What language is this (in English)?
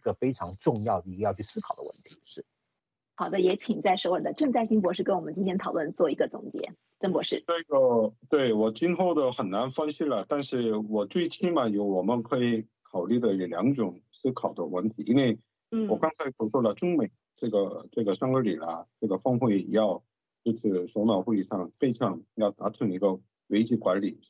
Chinese